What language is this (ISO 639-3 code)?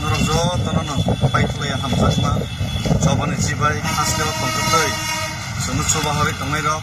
trp